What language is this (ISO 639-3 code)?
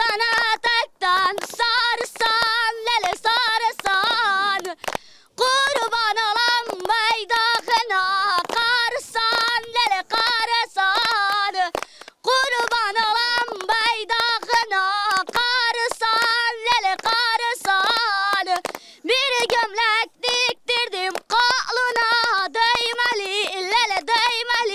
zza